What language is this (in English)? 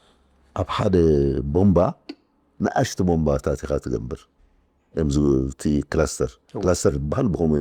Tigrinya